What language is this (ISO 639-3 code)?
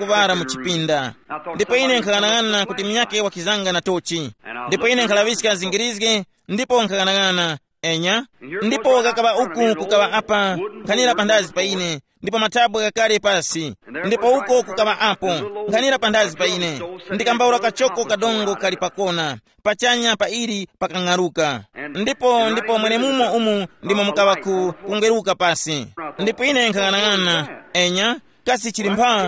tum